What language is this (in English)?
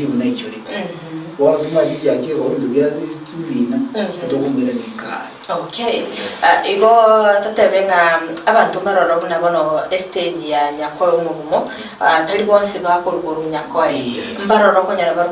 Gusii